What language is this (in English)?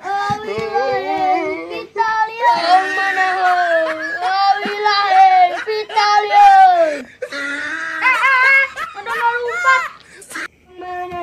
Sundanese